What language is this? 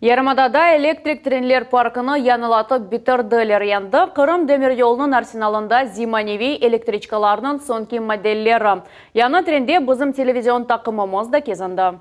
Crimean Tatar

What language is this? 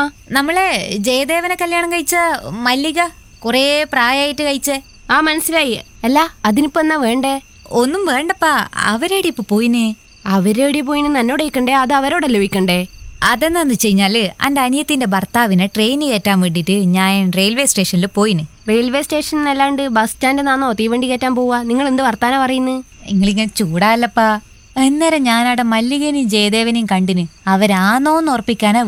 Malayalam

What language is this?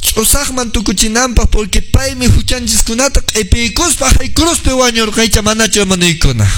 Quechua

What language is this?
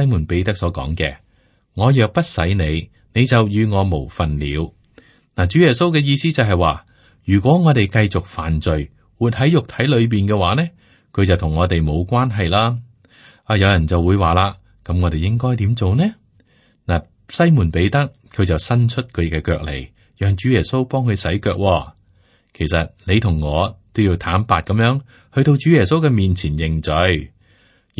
Cantonese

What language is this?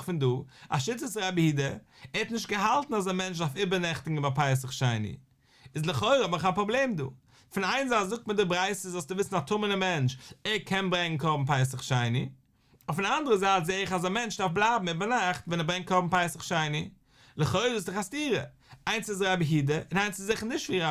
Yiddish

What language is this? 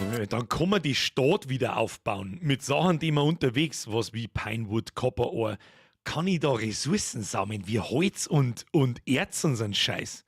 Bavarian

